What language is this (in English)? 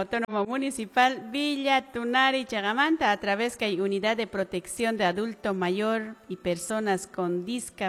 Quechua